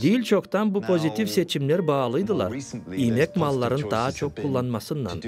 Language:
Gagauz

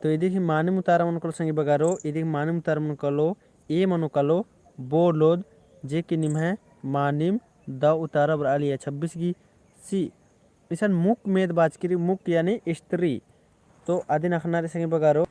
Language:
Kurukh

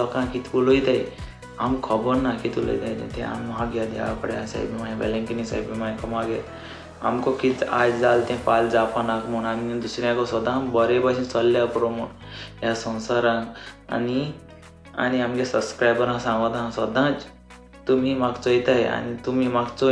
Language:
Konkani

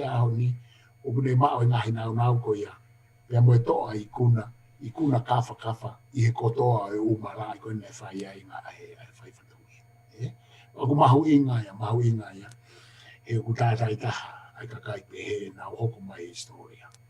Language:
Tongan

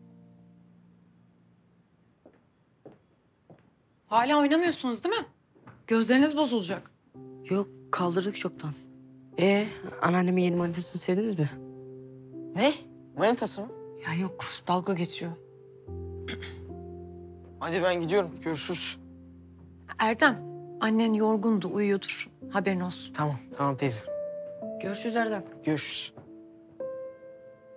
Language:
Turkish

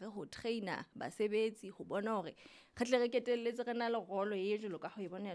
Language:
Southern Sotho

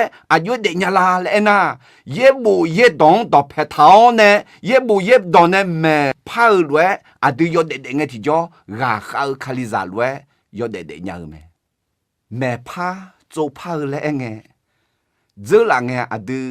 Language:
Akha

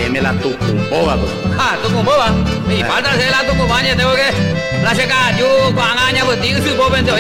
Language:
Guarani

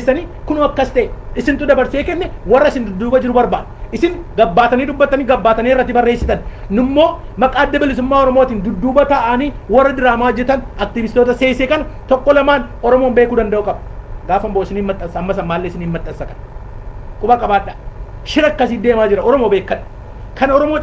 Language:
Oromo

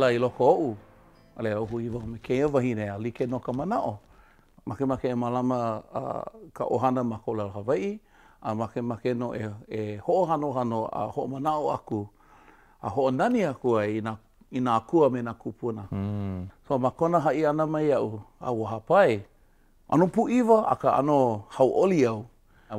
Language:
Hawaiian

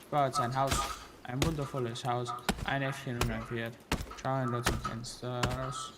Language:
Bavarian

